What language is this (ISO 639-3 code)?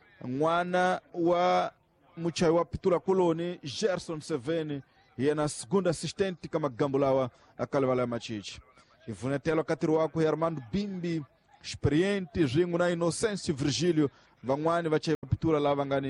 tso